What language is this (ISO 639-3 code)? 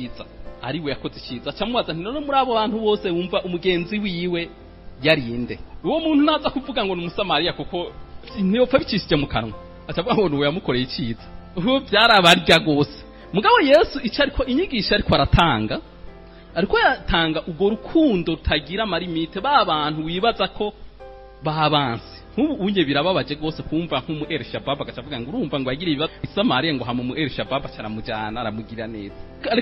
run